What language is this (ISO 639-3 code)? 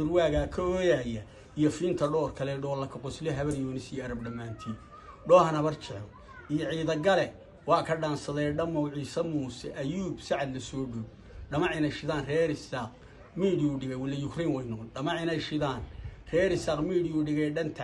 som